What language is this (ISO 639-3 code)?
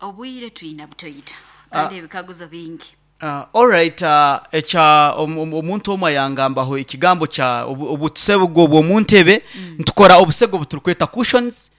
nyn